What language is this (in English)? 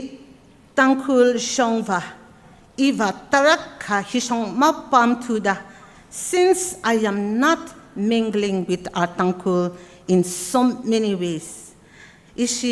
Tangkhul Naga (India)